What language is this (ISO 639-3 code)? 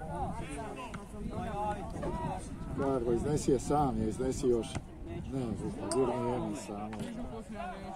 hrv